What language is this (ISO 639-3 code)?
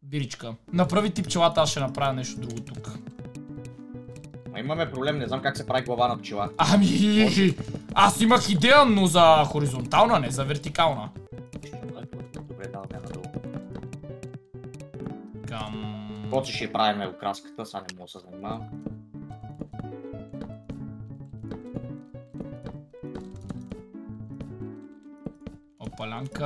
bul